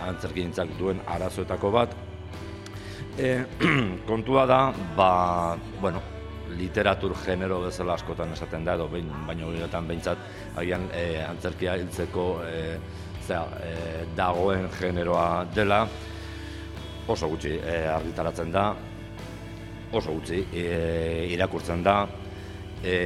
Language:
Basque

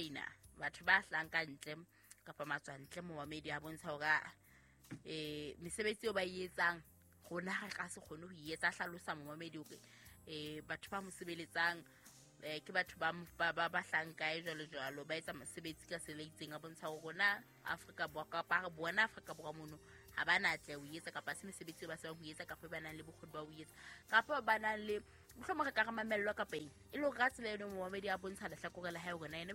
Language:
Southern Sotho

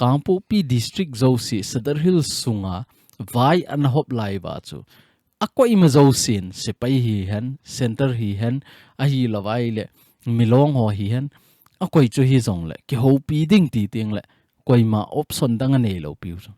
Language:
Thado Chin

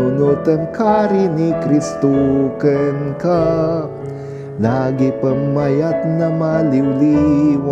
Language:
Iloko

